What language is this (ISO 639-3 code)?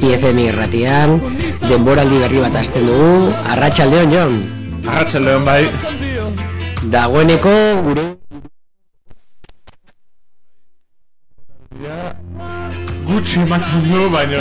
eus